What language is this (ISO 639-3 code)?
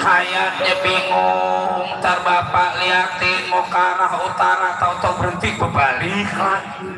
bew